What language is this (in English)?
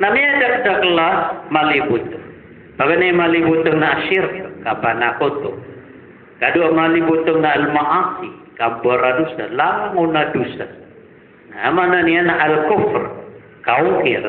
Maranao